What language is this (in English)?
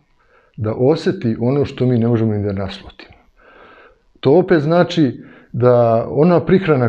Serbian